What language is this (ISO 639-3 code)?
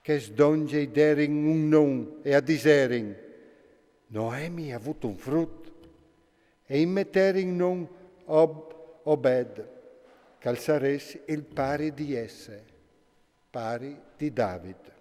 fur